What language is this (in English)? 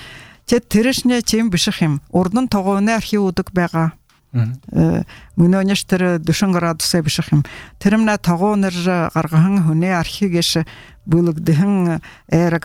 Buriat